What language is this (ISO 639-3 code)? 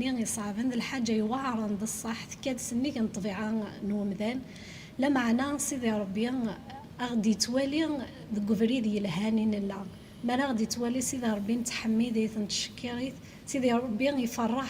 kab